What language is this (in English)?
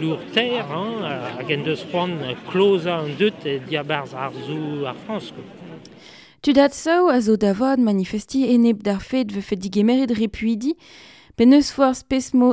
Breton